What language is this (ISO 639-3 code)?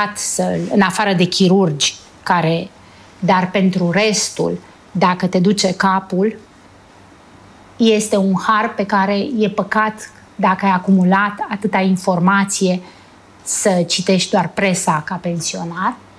ron